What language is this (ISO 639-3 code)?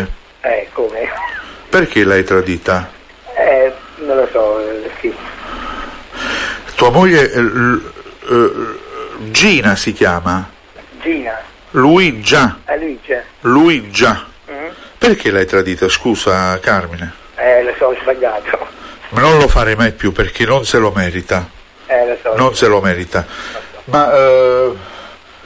ita